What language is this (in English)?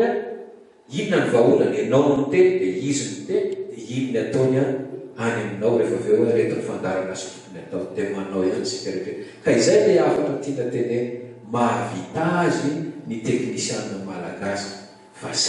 Malagasy